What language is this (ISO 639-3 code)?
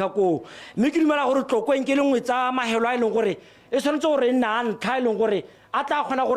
tsn